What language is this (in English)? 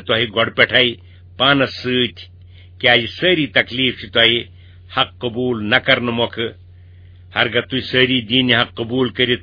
Kashmiri